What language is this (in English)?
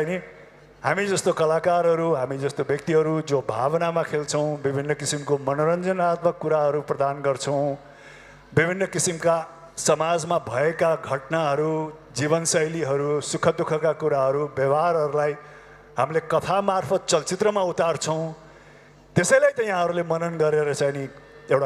Nepali